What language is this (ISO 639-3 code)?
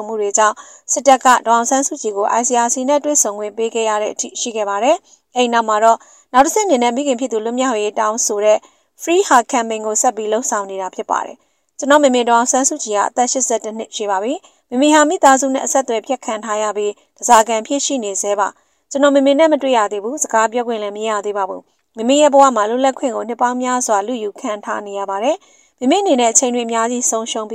mya